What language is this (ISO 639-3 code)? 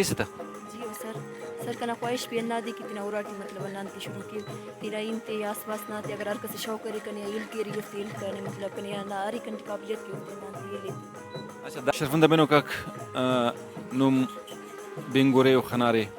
brh